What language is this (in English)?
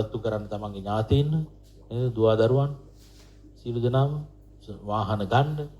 Sinhala